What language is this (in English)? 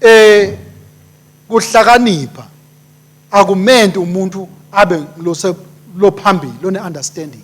Swati